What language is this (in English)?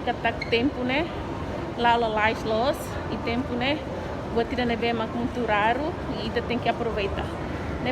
Tetum